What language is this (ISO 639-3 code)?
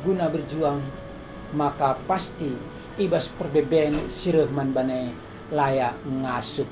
btx